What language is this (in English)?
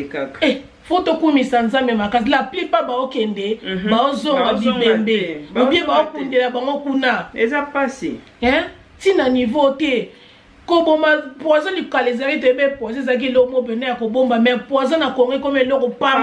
Lingala